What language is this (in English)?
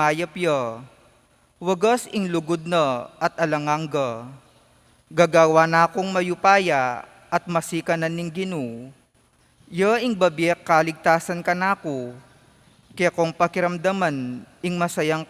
Pampanga